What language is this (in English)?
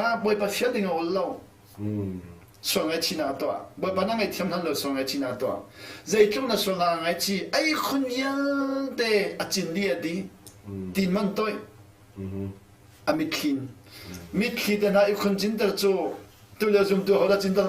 Hakha Chin